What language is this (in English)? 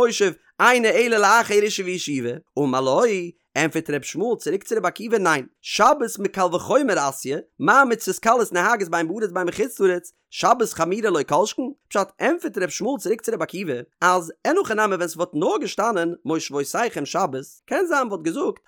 Yiddish